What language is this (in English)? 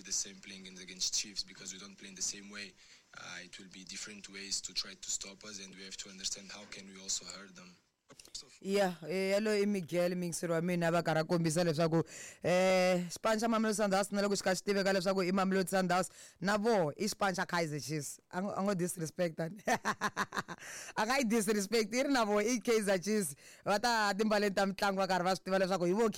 Tsonga